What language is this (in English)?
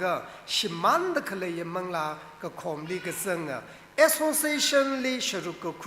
Tangkhul Naga (India)